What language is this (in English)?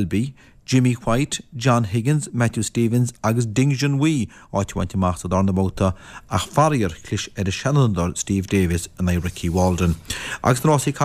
Irish